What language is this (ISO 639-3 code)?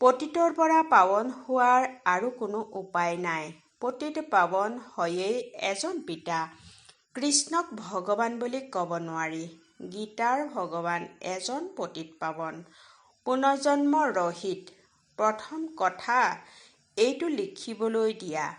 asm